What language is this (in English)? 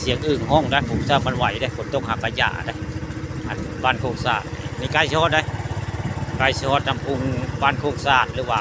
Northeastern Thai